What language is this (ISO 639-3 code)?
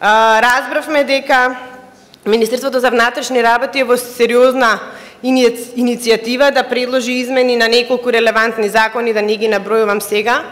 mkd